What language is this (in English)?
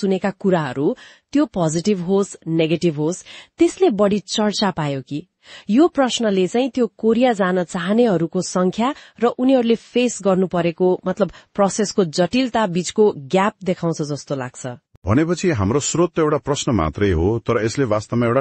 Nepali